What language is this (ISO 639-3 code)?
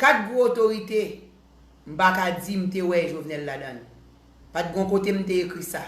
hat